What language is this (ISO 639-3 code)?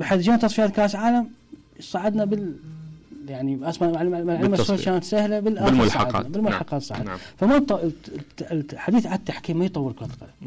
acm